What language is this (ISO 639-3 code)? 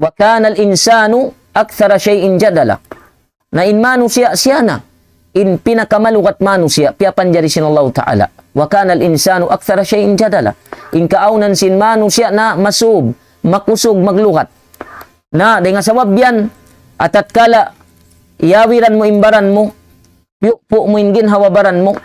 tsg